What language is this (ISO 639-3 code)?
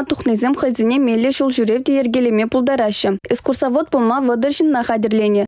chv